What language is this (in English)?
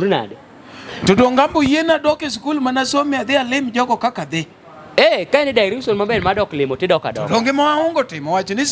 Luo (Kenya and Tanzania)